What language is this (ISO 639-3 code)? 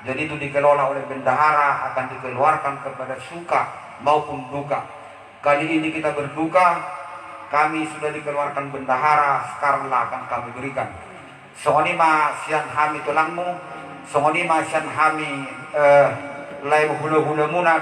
bbc